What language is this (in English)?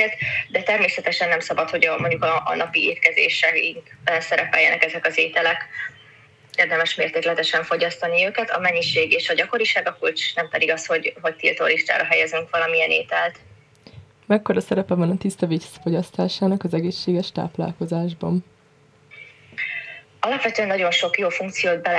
Hungarian